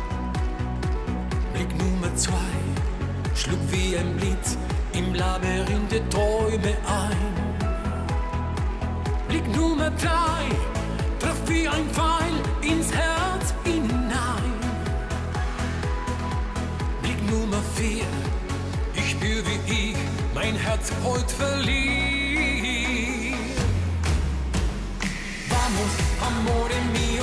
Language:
German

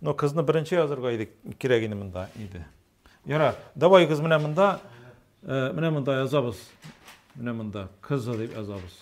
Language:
Tatar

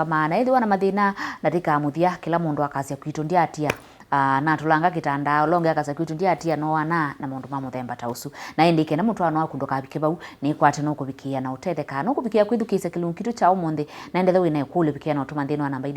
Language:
Kamba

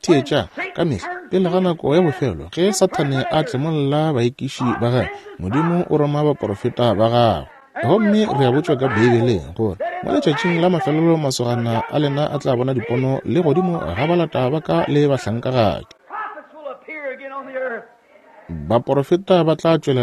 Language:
Northern Sotho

